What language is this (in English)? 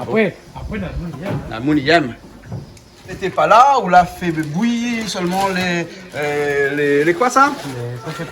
Réunion Creole French